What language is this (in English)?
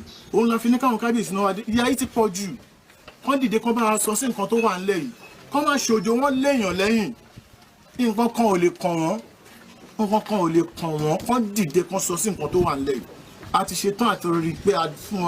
Yoruba